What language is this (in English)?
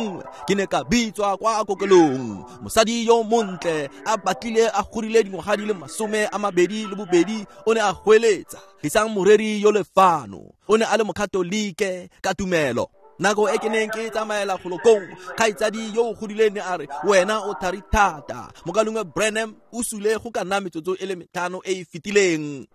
Tswana